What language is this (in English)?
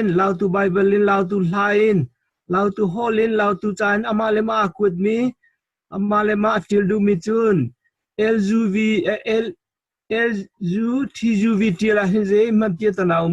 Hakha Chin